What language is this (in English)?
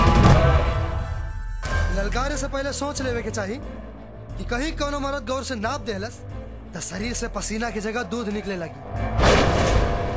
Bhojpuri